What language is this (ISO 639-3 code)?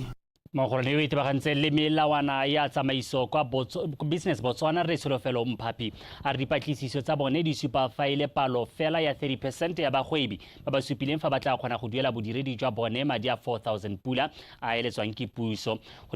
tsn